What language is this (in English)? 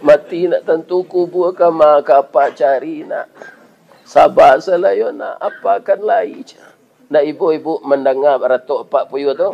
Minangkabau